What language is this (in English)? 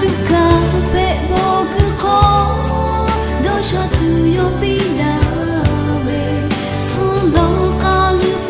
Lahu